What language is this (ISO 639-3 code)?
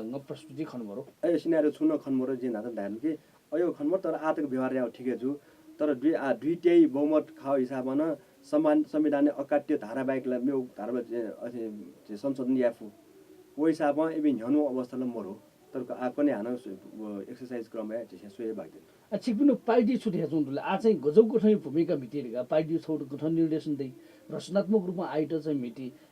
new